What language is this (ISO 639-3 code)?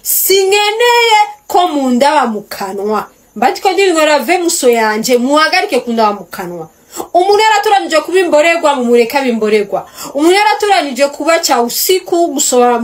run